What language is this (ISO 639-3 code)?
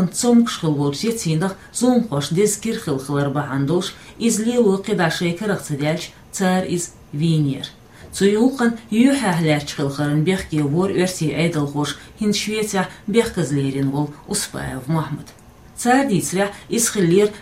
che